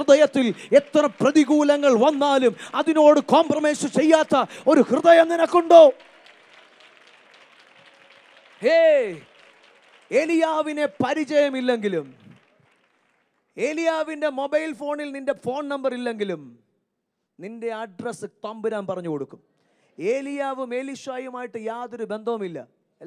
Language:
Malayalam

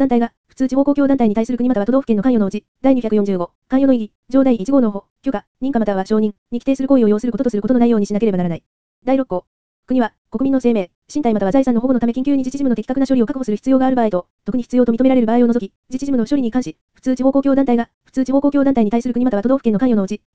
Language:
Japanese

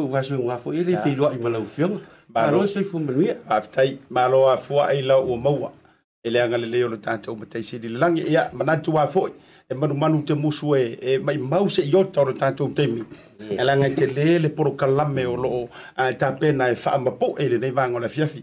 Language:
Samoan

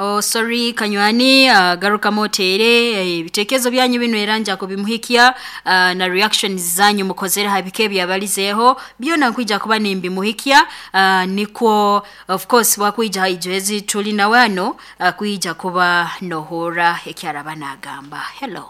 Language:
Nyoro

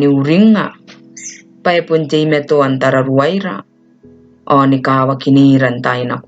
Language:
Gilbertese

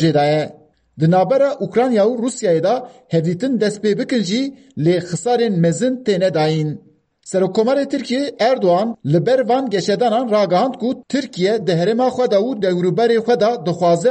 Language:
Kurdish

